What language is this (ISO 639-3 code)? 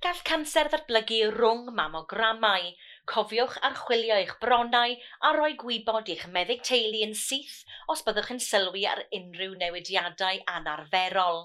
cym